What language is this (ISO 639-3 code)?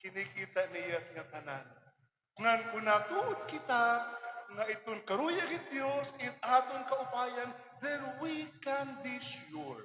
war